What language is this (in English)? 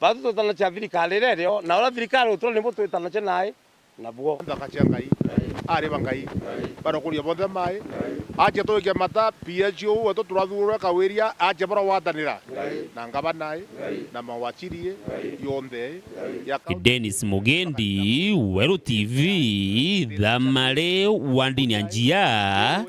Meru